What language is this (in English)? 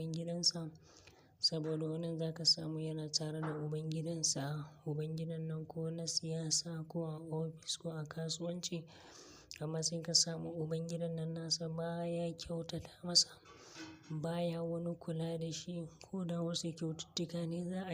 Hausa